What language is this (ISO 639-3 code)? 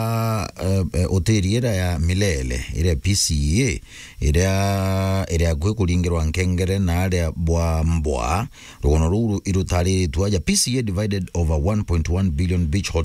mer